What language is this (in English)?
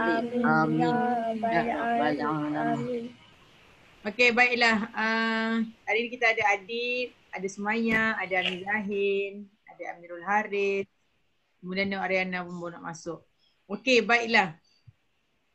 Malay